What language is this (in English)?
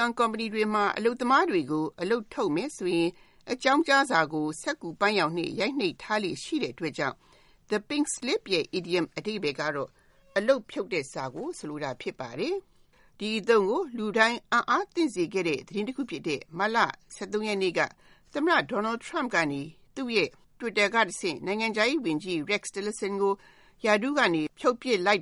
Burmese